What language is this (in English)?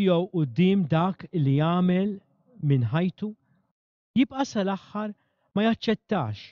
Maltese